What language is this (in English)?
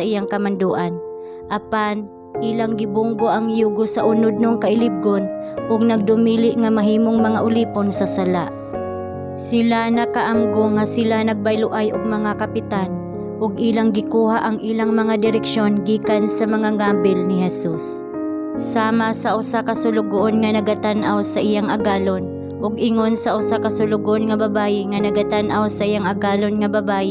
Cebuano